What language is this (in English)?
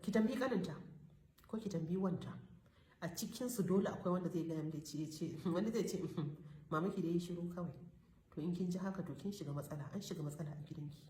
Hausa